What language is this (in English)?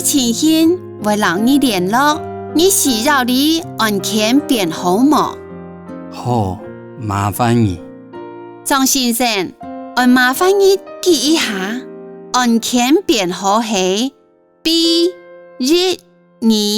Hakka Chinese